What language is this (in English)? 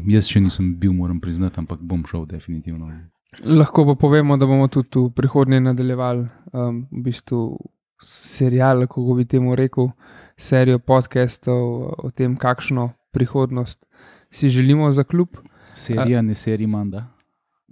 Slovenian